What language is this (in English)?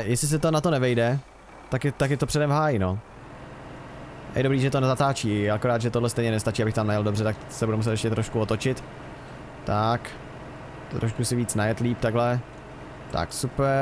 Czech